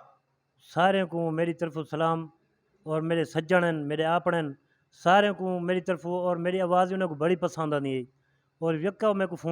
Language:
Saraiki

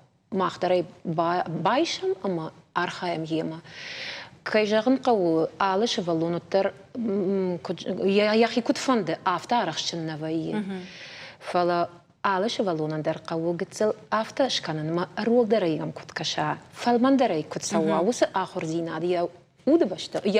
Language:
Ossetic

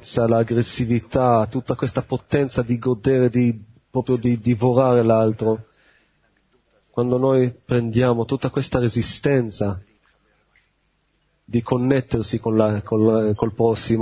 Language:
Italian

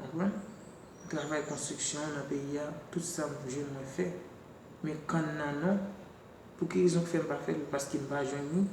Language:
Haitian Creole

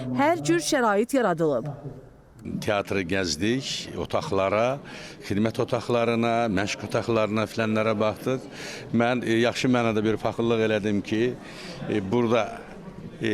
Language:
Azerbaijani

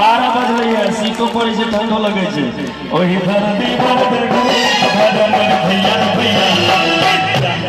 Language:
Maithili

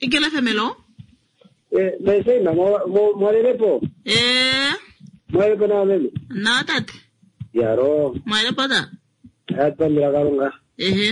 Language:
Kuanyama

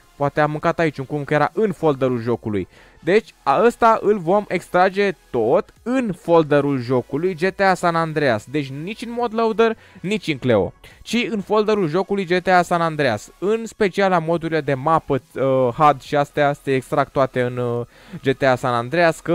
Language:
Romanian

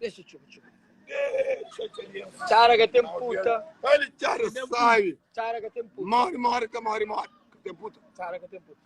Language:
Kabuverdianu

